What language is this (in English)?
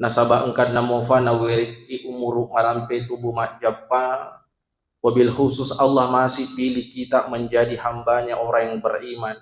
Buginese